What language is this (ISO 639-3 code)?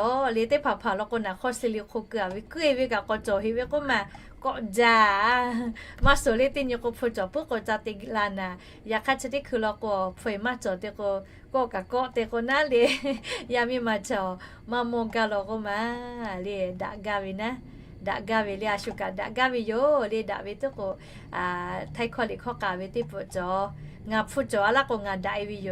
lhu